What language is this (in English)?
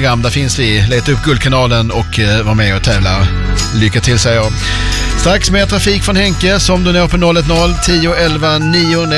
Swedish